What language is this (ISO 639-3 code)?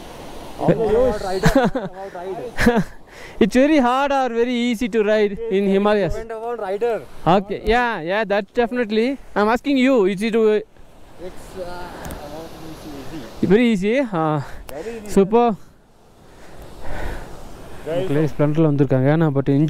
tam